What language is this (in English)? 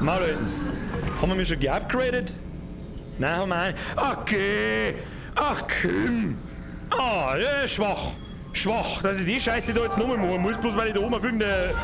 Bavarian